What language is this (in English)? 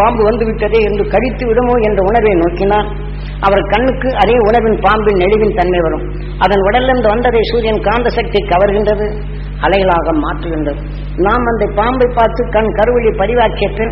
Tamil